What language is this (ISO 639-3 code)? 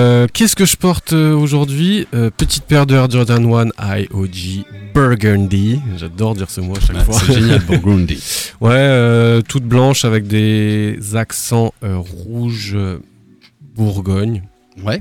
fra